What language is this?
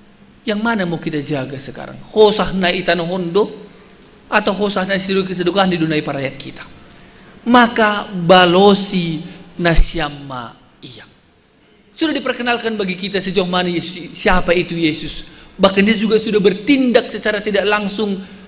Batak Simalungun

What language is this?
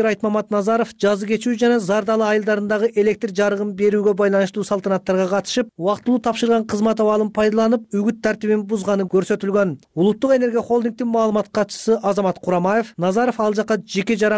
Kyrgyz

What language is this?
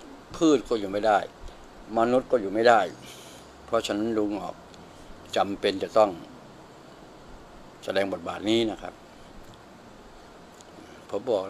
Thai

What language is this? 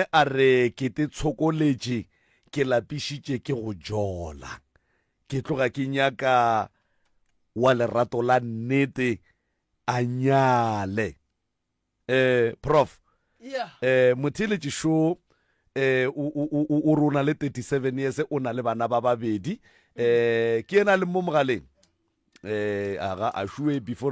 Northern Sotho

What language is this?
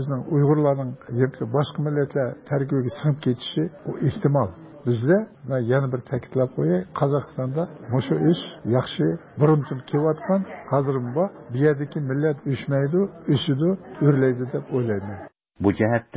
Uyghur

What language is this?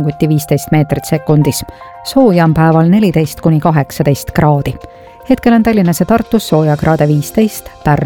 Estonian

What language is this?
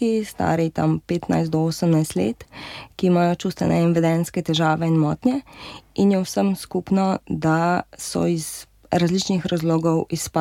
Slovenian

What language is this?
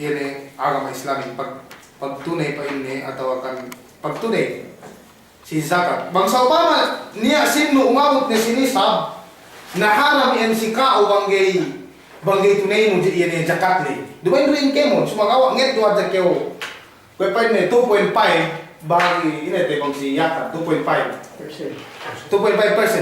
Yakan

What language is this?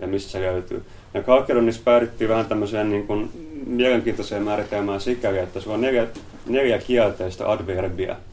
Finnish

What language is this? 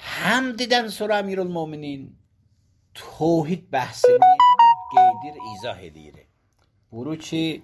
Azerbaijani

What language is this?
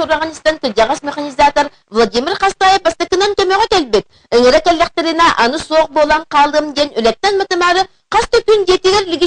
Yakut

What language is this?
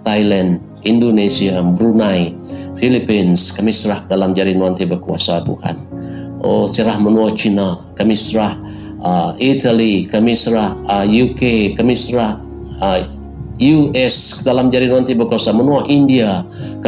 Iban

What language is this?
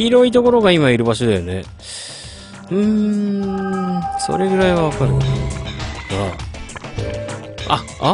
Japanese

